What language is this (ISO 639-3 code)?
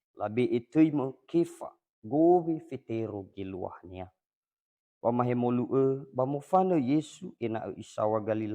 nia